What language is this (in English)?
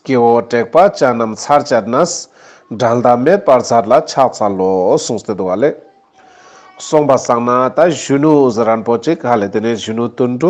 Ladakhi